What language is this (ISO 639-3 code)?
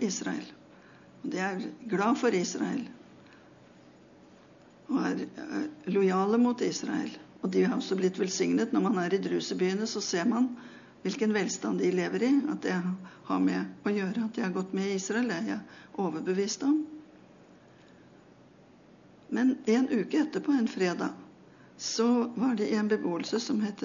nor